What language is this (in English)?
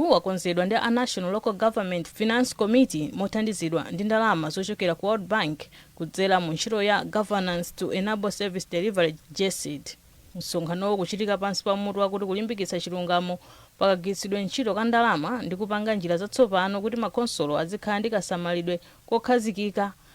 Nyanja